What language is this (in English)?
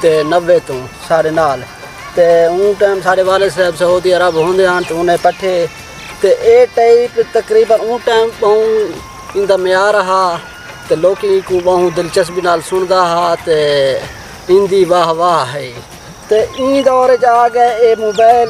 Saraiki